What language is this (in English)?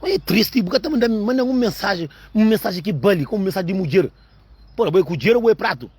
Kabuverdianu